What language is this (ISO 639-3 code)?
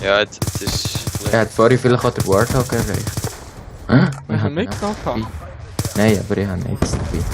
gsw